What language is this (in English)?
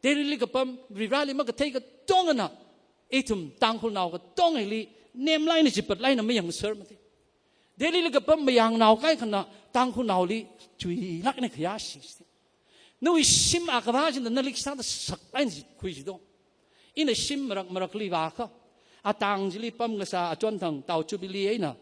Tangkhul Naga (India)